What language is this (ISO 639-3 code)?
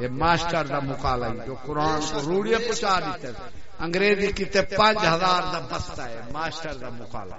skr